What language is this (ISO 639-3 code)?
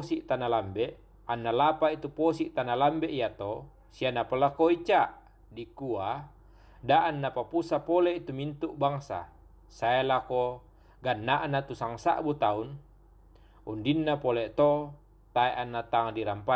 sda